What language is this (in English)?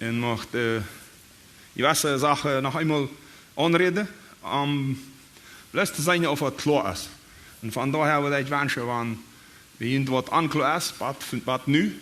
Plautdietsch